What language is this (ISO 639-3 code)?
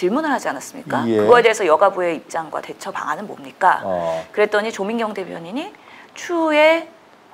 kor